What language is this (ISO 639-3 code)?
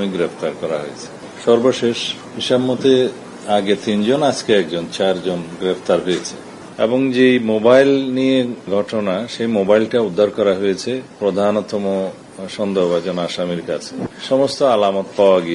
ben